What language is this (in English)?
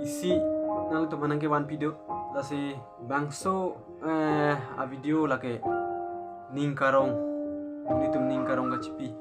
Karbi